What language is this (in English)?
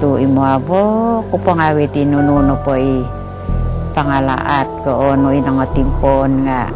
Central Dusun